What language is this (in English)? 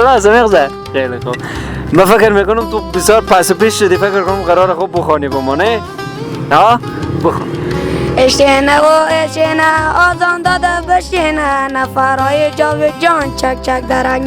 Persian